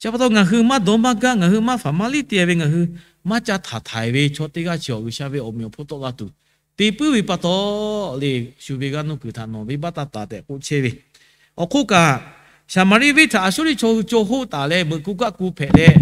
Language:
Lahu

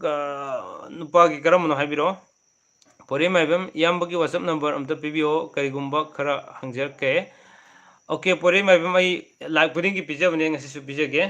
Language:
Manipuri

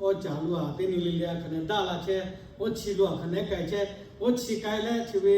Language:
Lahu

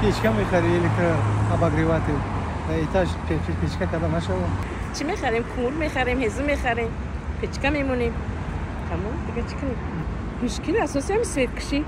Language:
Tajik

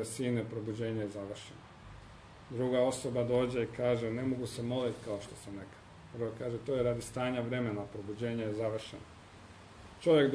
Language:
Croatian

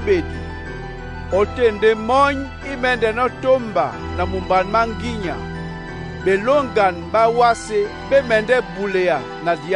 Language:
Duala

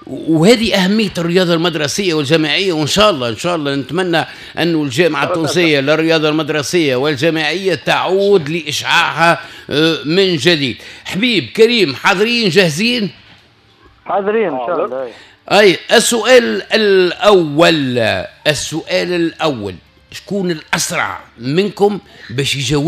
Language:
Tunisian Arabic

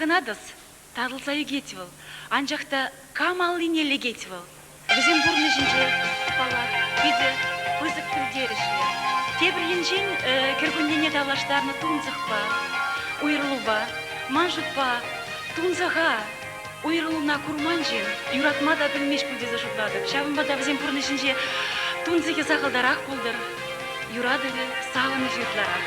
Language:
Chuvash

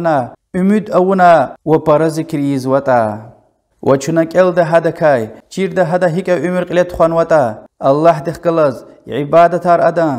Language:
Lezghian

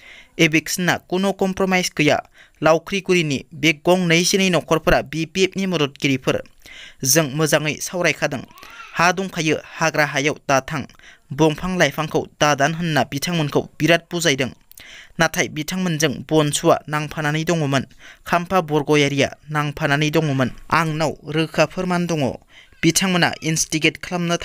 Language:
Bodo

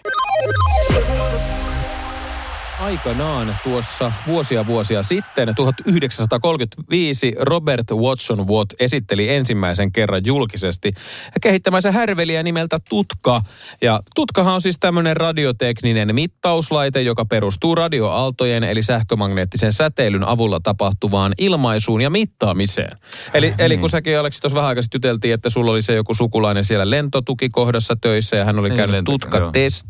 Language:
Finnish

